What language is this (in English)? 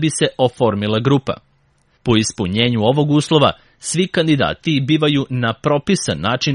Serbian